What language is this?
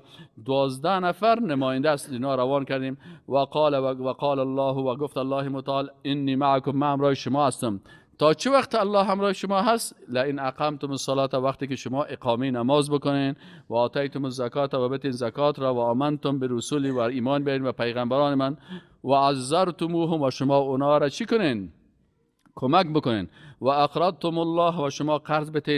Persian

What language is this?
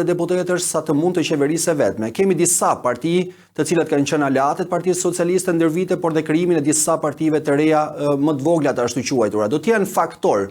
Albanian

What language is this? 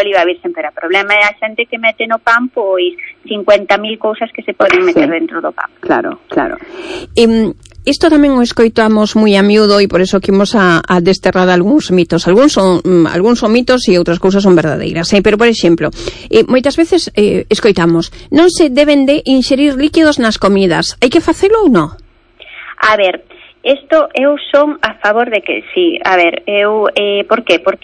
Galician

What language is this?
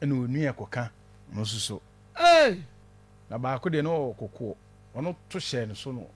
Akan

